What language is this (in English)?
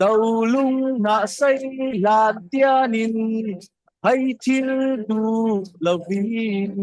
Falam Chin